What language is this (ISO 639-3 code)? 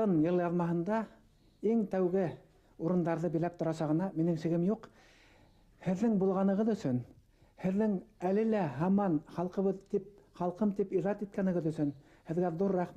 bak